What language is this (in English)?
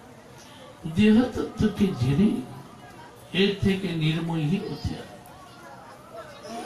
Bangla